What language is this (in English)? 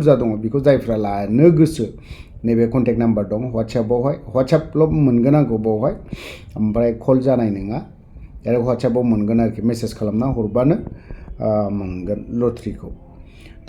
Bodo